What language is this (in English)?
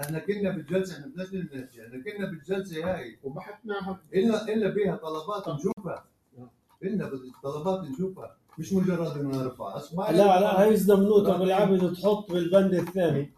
North Levantine Arabic